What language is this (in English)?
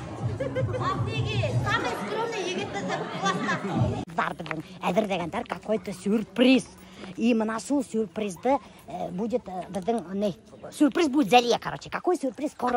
Bashkir